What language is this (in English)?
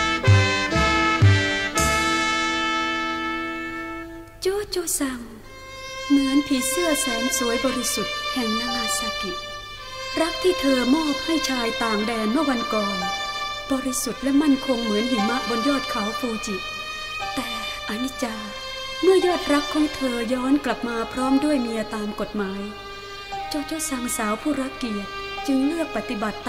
Thai